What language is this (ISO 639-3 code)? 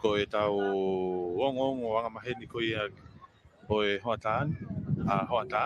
ton